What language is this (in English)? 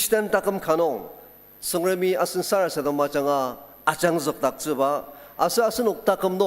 Ao Naga